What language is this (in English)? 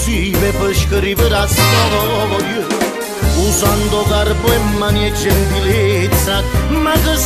Italian